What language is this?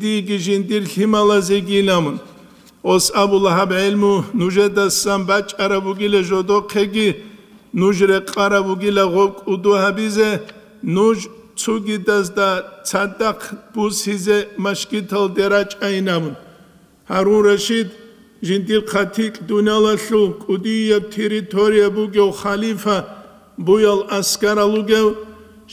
Avaric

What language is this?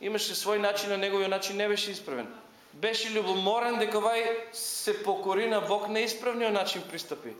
Macedonian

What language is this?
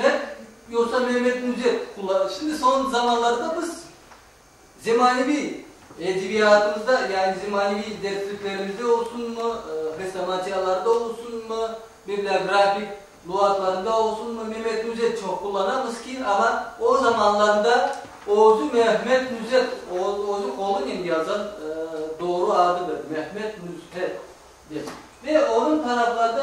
Crimean Tatar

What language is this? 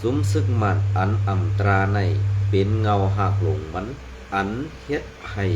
Shan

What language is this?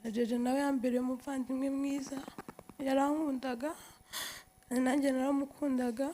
Kinyarwanda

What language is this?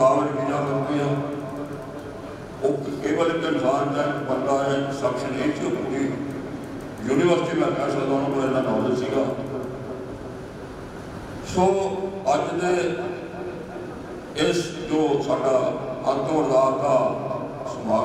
Punjabi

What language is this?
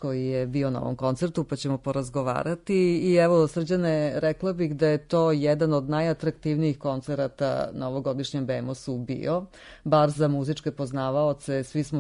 Serbian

